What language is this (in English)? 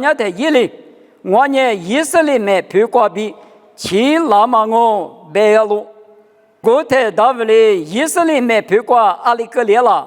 Lisu